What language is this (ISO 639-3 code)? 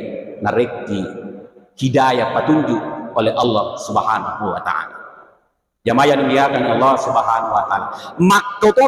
bug